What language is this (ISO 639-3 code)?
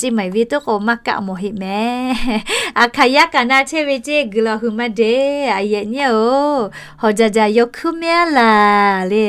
lhu